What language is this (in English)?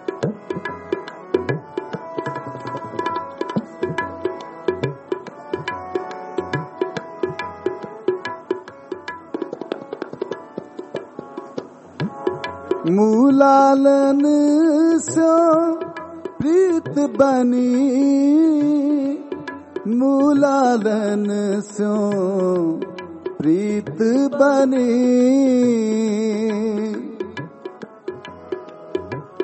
Punjabi